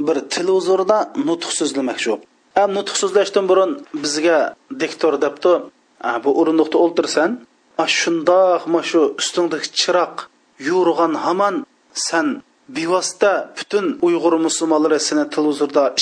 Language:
Uyghur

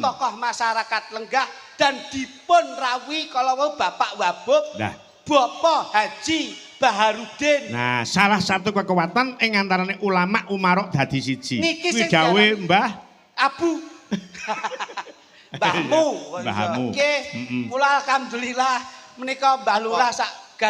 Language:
Javanese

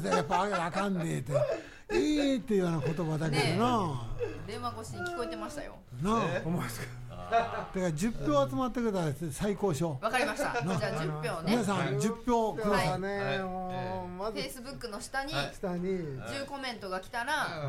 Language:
Japanese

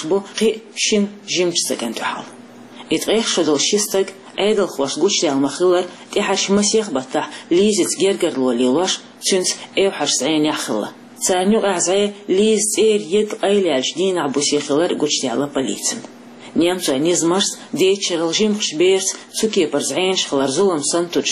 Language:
Chechen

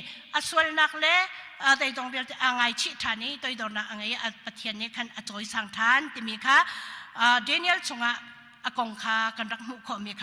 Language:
Hakha Chin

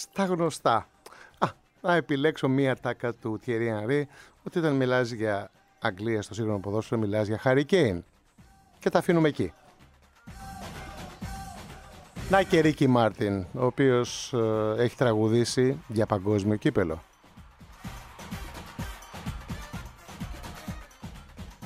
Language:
Greek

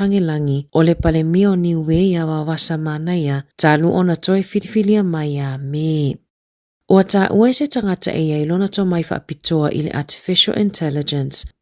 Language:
Samoan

